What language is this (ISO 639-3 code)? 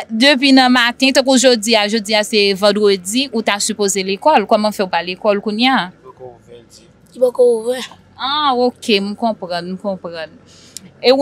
hat